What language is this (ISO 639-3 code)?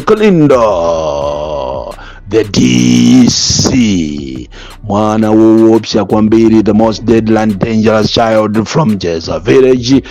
nya